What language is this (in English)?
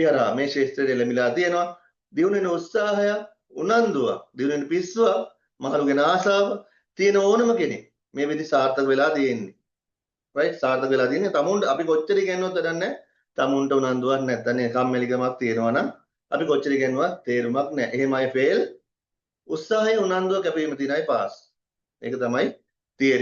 Sinhala